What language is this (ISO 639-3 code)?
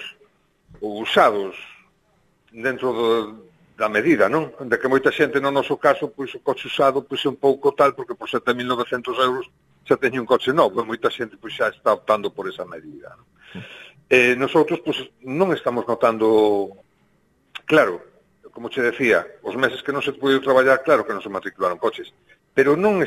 glg